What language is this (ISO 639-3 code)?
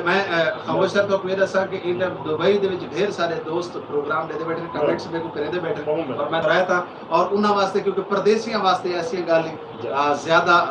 skr